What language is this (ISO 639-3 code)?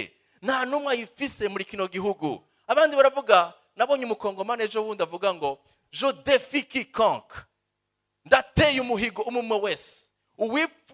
run